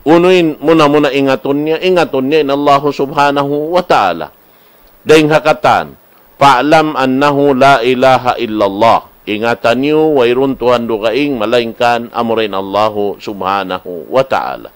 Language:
Tausug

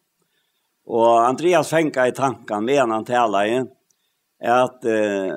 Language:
Faroese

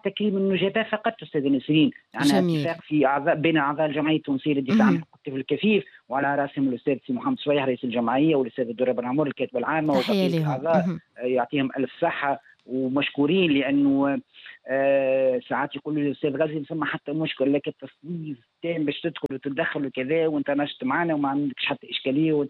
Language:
Tunisian Arabic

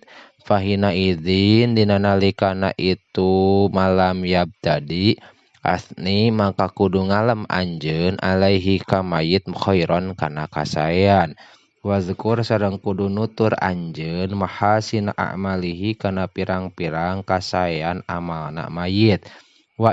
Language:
Sundanese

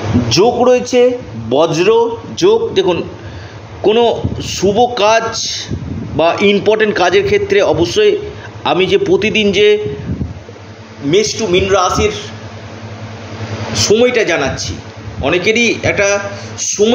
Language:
Bangla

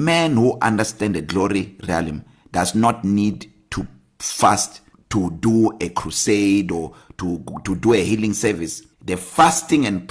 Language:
English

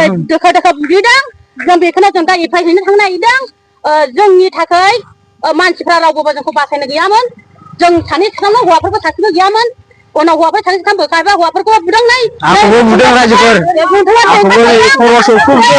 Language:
Bodo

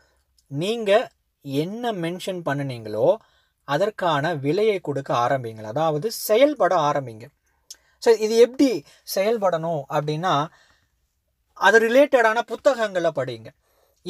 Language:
Tamil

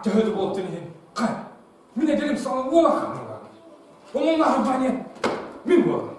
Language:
Yakut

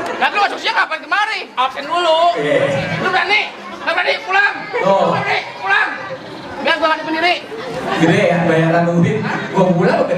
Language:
Betawi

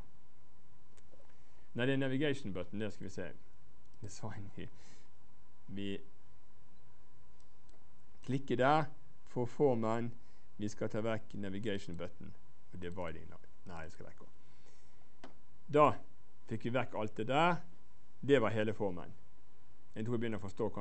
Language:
Norwegian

